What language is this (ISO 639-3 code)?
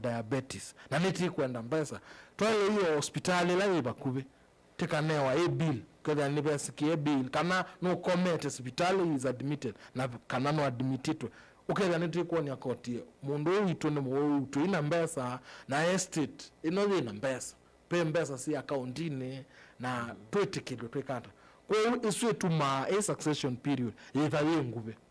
kam